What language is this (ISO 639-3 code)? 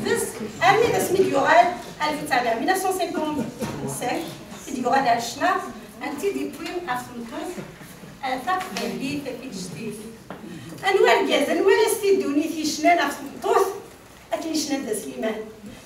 kab